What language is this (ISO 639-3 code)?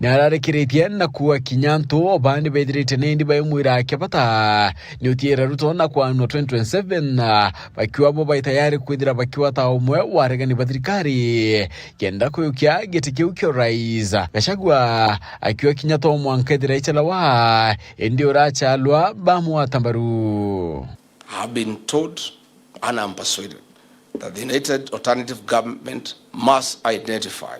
mer